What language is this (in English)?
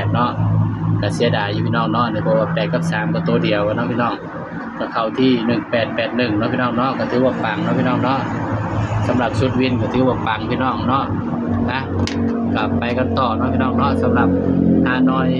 Northeastern Thai